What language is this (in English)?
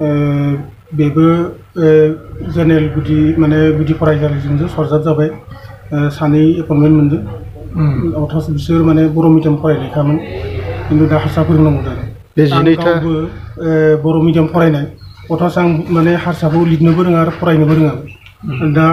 Bodo